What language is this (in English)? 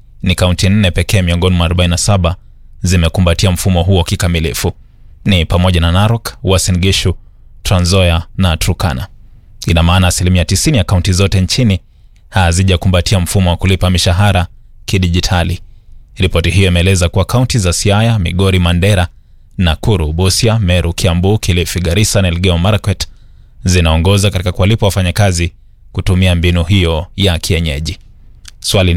Swahili